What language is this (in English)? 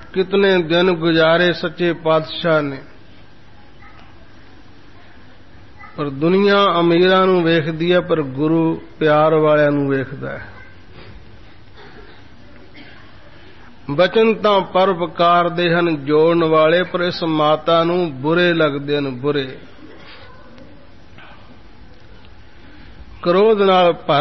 Punjabi